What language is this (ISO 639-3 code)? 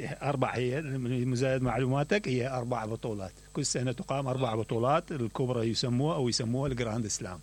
acm